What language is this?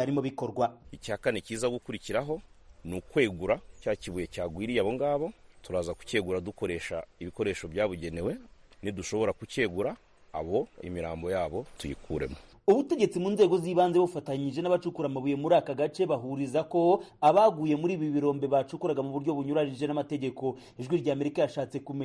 Kinyarwanda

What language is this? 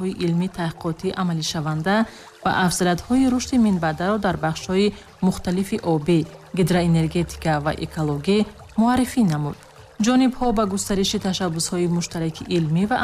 Tajik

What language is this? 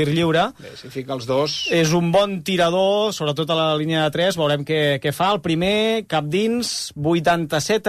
Catalan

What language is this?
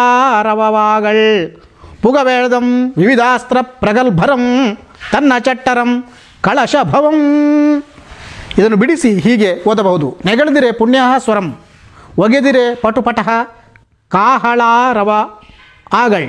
Kannada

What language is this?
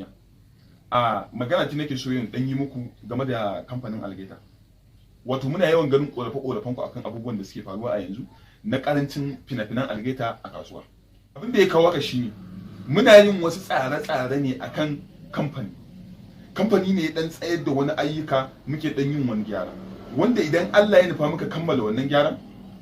Hausa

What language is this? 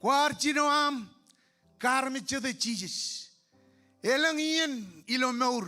Marshallese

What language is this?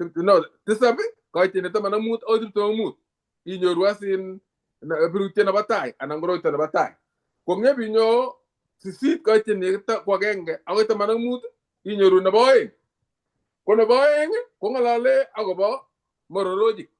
Kalenjin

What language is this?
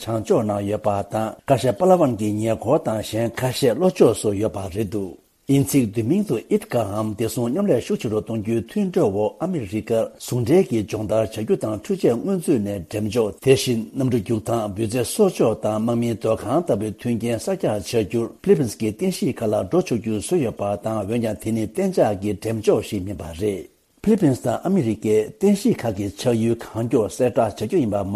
Tibetan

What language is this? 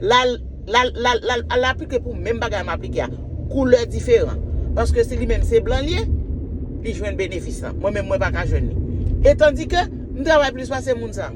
Haitian Creole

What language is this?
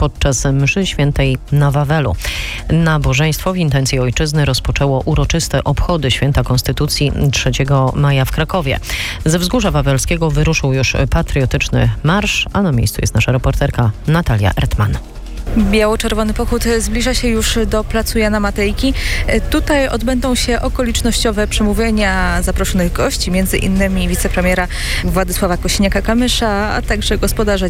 Polish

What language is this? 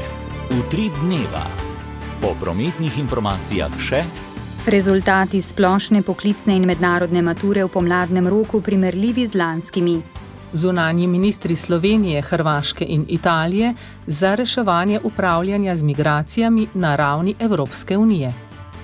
Slovenian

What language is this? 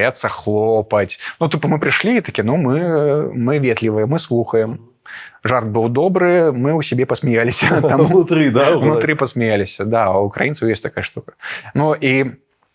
Belarusian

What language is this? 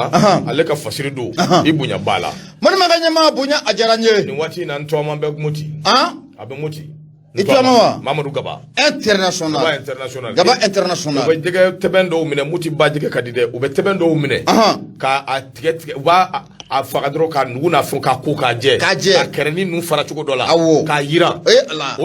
Bambara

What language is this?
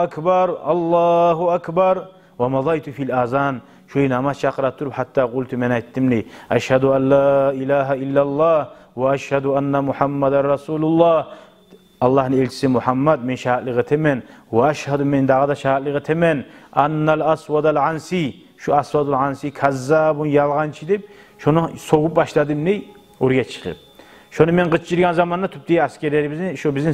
Kumyk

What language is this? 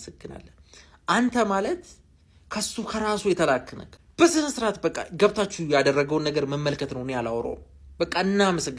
Amharic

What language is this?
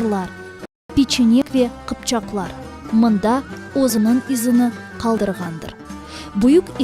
Crimean Tatar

